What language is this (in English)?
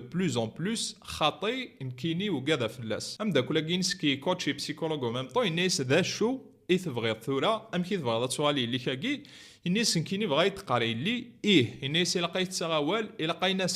Kabyle